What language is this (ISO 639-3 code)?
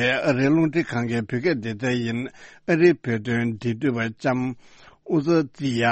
bod